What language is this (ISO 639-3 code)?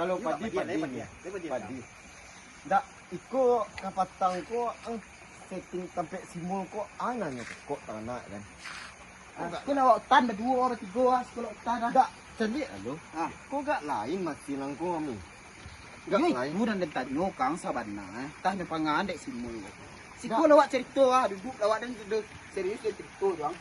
min